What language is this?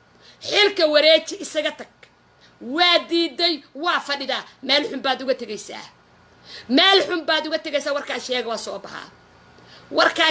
Somali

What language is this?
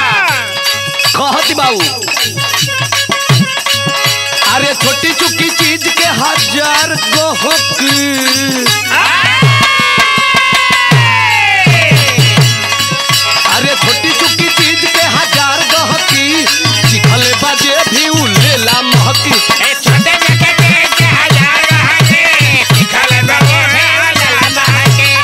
Bhojpuri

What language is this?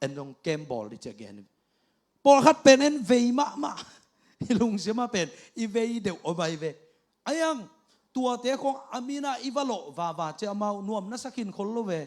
Tedim Chin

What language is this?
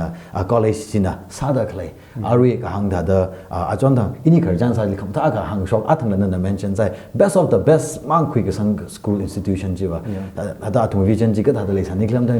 Tangkhul Naga (India)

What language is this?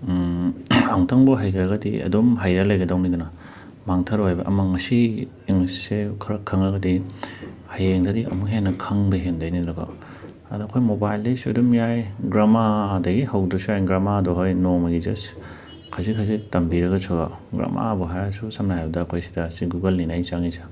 Manipuri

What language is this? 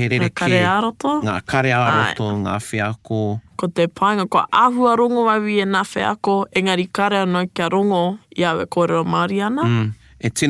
Māori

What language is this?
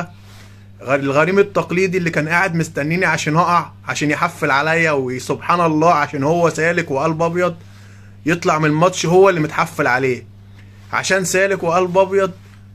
Egyptian Arabic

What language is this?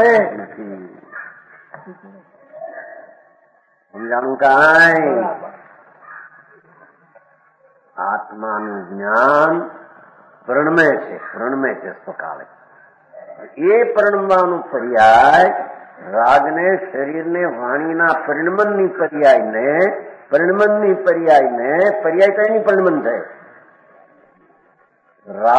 Gujarati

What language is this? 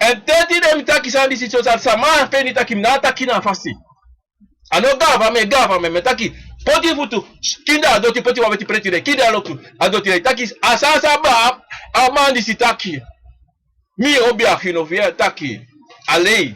Sranan Tongo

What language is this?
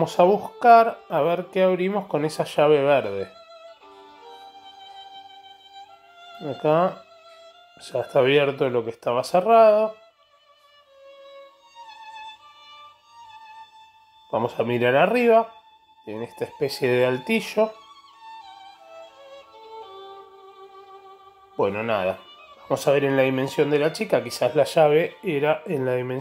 Spanish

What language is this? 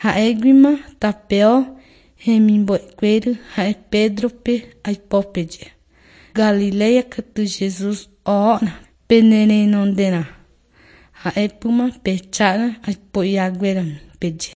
Guarani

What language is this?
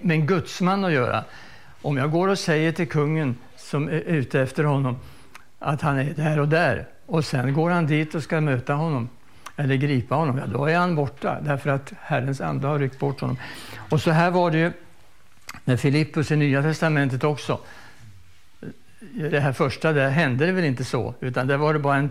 Swedish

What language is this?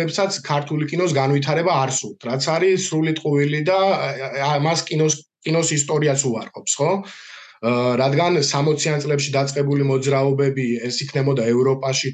Georgian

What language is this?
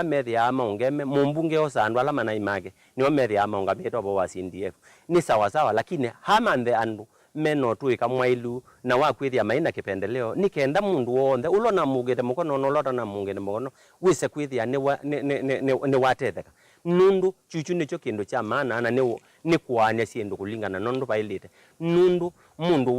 Kamba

